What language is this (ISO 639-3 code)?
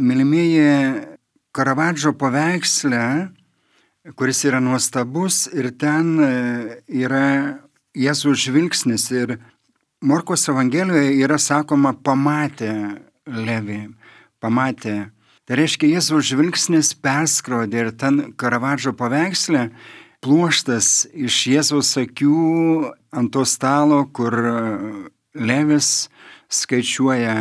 lit